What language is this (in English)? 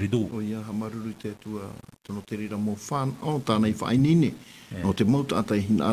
Tahitian